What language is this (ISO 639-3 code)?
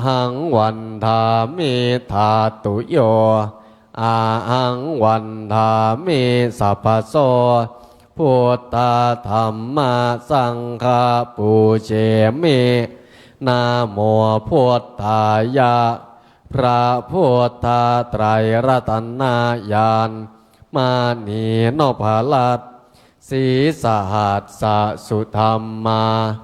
pli